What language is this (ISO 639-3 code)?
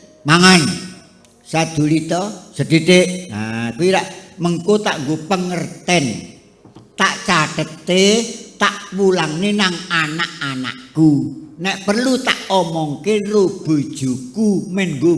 jav